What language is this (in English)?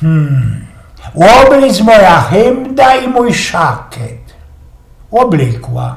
Silesian